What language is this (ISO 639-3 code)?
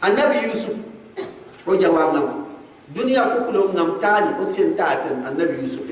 gux